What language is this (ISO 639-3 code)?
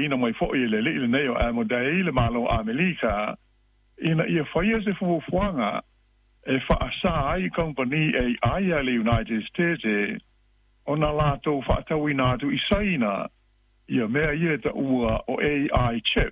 smo